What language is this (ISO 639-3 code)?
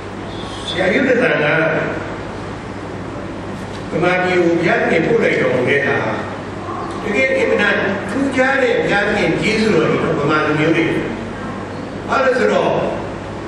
mya